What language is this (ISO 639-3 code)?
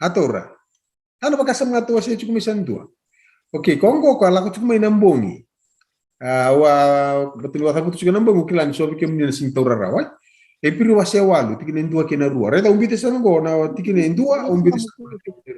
fij